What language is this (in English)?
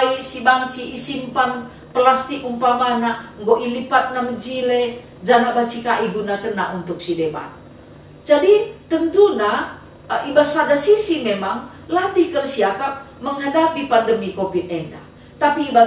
Batak Karo